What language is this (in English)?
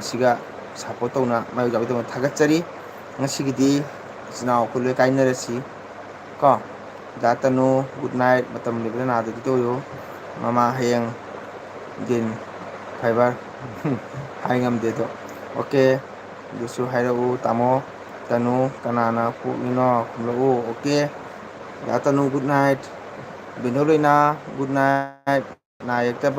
Manipuri